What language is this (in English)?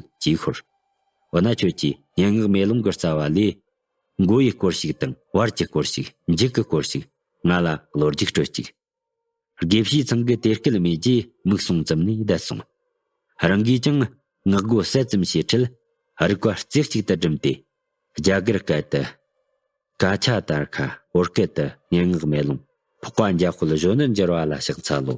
Tibetan